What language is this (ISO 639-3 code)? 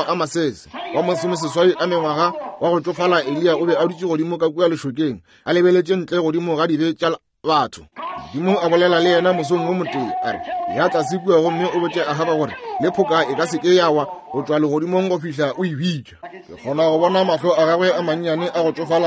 nso